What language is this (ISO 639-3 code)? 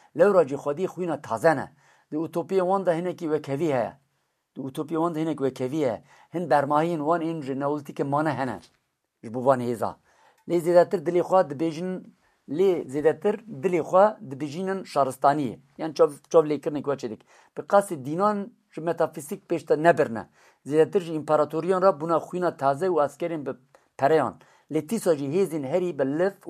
kur